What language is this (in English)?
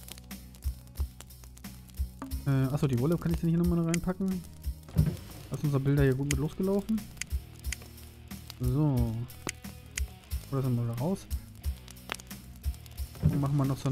German